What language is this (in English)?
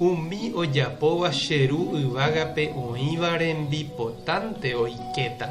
Guarani